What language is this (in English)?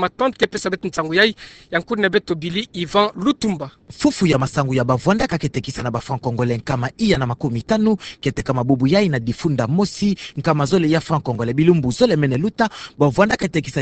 Kituba (Democratic Republic of Congo)